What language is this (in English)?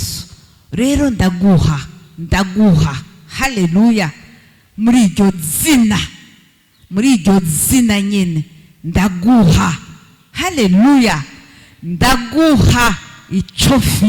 Rundi